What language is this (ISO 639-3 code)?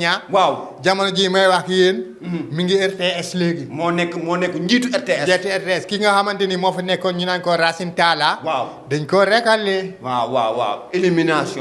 wol